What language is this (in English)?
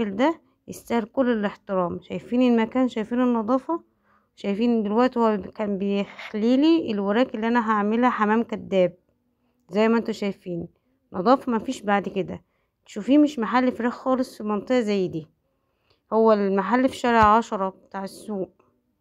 Egyptian Arabic